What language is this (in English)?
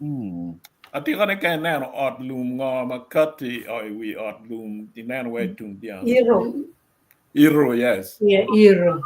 Acoli